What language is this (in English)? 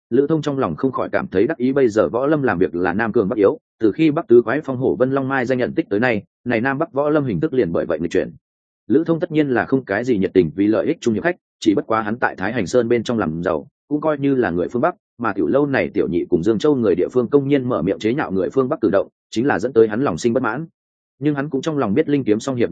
Vietnamese